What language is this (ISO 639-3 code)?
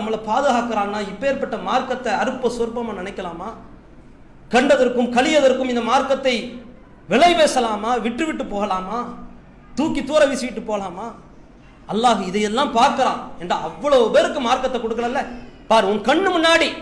tam